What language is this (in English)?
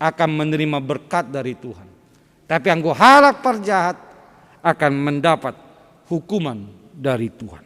Batak Simalungun